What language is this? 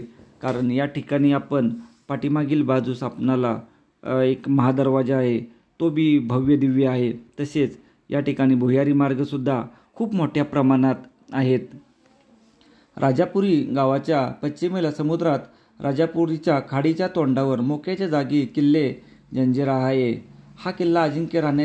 Marathi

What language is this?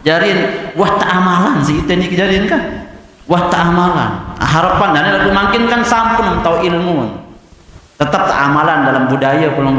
Sasak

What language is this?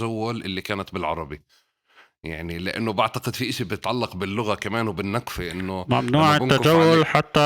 North Levantine Arabic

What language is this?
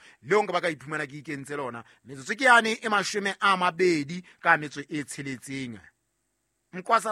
Southern Sotho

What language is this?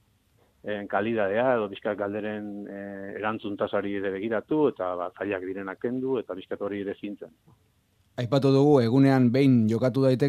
Basque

